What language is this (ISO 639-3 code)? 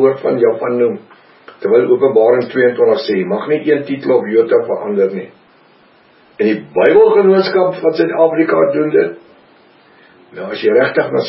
afr